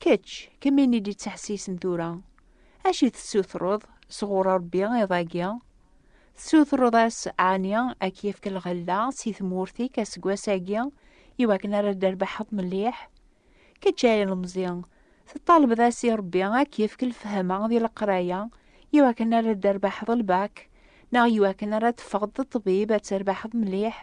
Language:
Kabyle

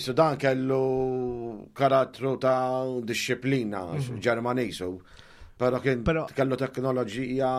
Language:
Maltese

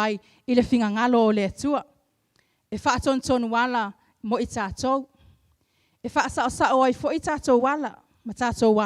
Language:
Samoan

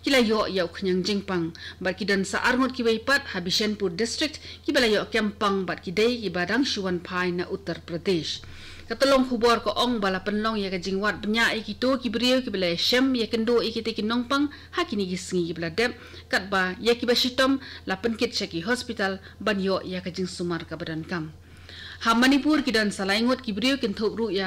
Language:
Khasi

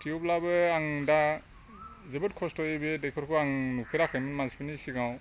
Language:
Bodo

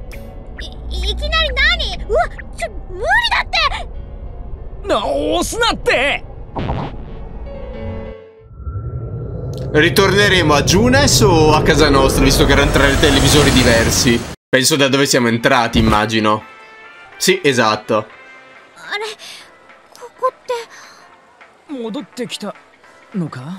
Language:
Italian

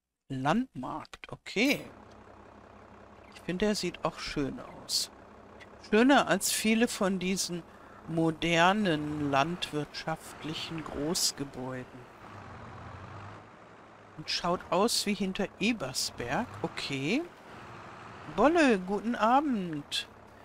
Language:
German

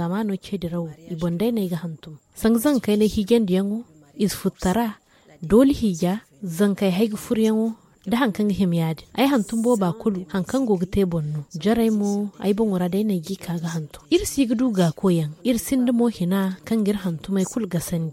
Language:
Zarma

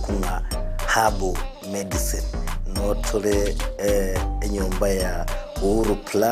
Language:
Gusii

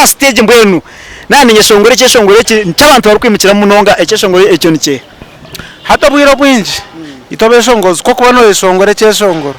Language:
Nyankole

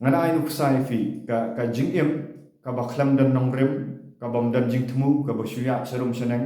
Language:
Khasi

